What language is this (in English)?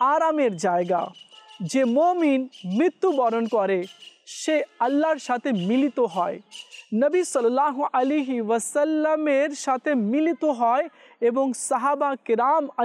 Bangla